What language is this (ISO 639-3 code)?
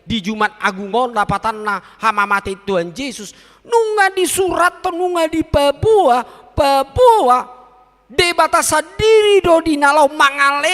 bbc